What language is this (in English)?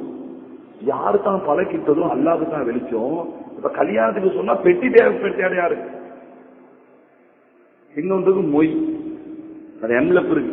Tamil